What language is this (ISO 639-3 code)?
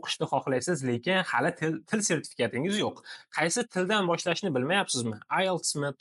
uzb